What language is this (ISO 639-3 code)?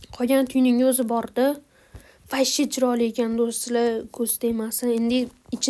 uzb